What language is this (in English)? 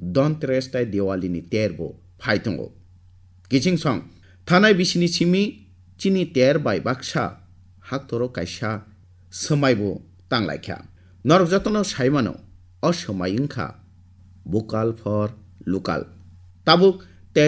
Kok Borok